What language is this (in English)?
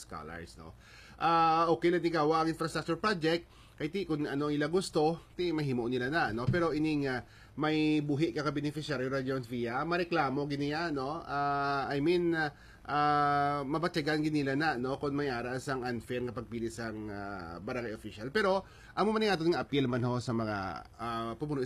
Hiligaynon